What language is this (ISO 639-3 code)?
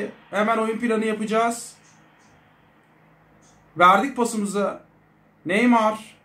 tur